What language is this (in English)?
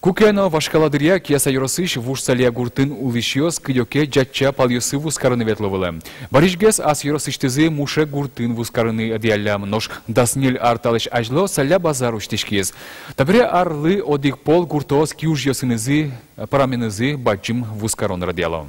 Udmurt